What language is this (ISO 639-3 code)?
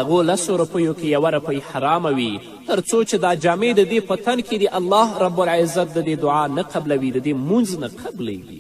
pus